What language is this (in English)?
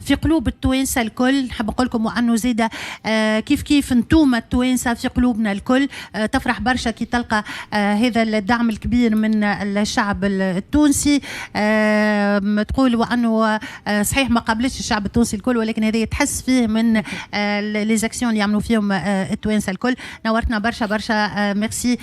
Tunisian Arabic